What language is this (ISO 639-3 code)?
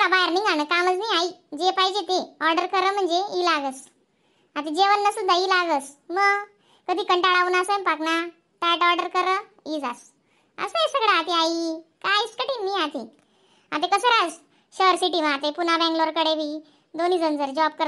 khn